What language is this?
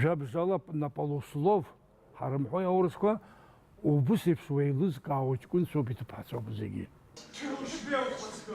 Abkhazian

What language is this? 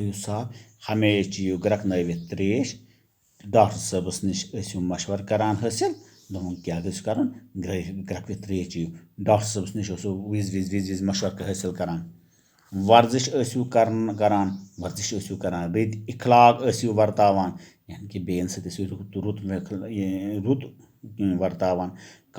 Kashmiri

